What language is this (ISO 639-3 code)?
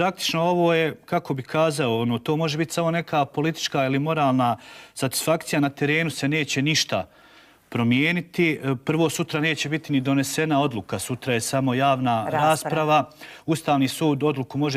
bos